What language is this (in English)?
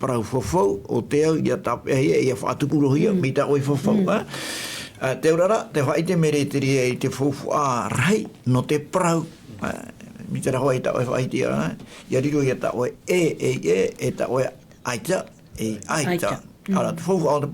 Tahitian